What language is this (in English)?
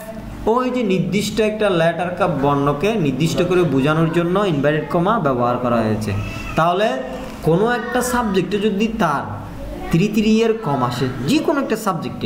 Bangla